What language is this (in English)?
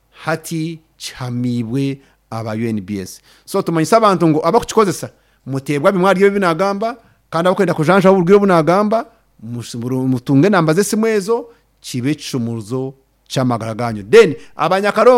Nyankole